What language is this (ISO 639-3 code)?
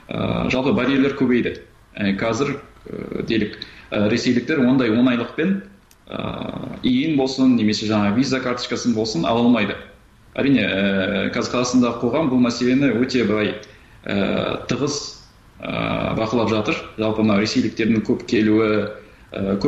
kir